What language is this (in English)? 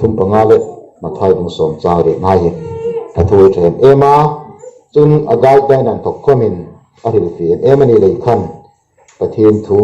Hmar